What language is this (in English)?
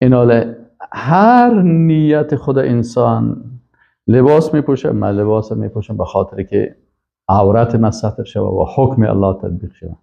Persian